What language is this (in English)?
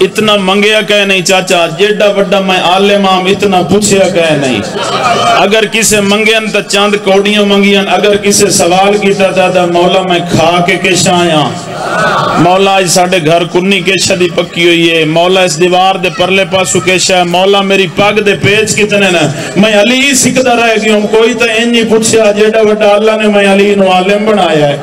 Saraiki